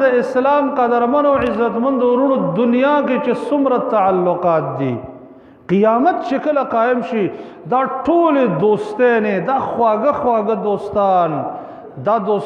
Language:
Pashto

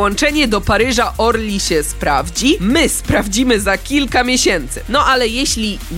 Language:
Polish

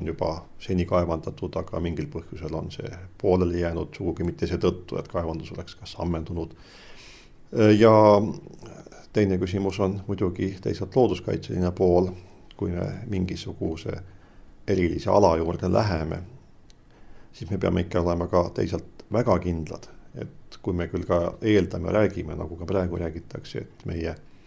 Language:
Estonian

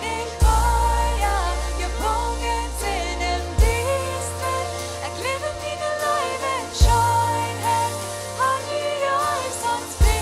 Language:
Plautdietsch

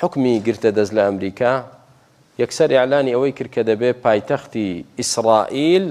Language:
Central Kurdish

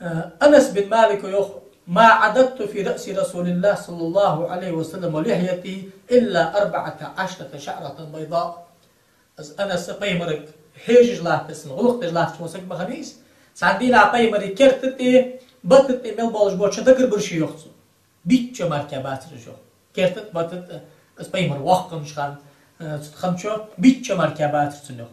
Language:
Ingush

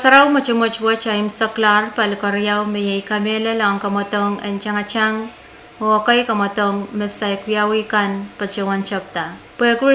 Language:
Pohnpeian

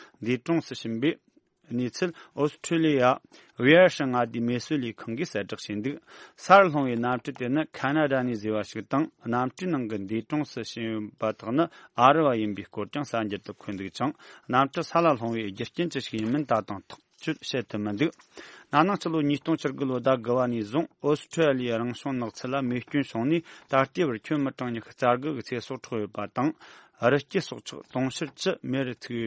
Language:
Tibetan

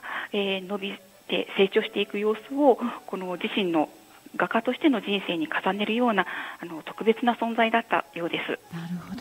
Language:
Japanese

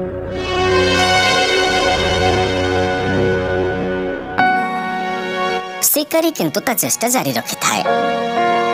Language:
Odia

